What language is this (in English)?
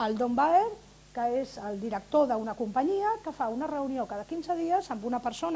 Catalan